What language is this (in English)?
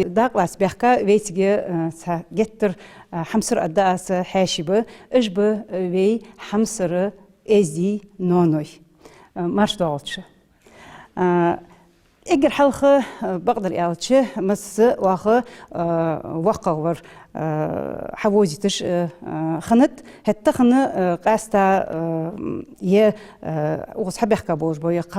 Ingush